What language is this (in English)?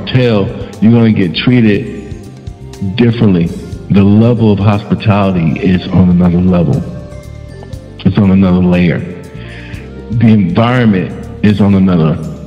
English